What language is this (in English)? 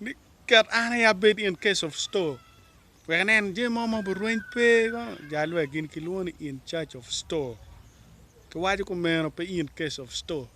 Acoli